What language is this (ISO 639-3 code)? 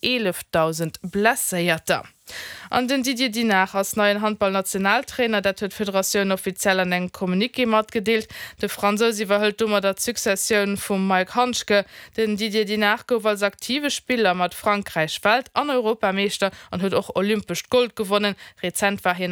ltz